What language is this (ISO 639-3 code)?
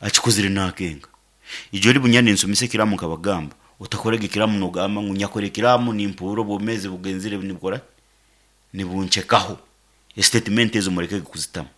nyn